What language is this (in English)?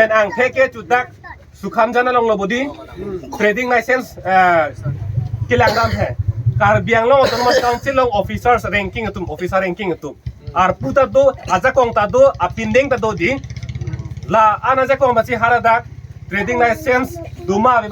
Karbi